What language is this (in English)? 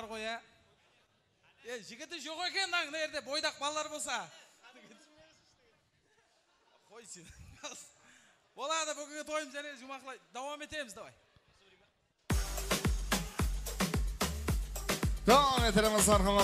Kazakh